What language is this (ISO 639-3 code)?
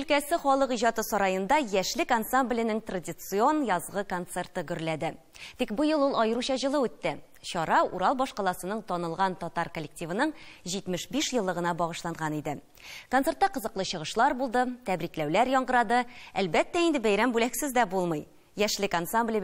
tat